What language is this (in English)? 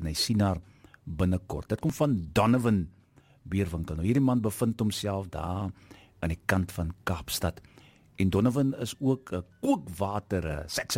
Afrikaans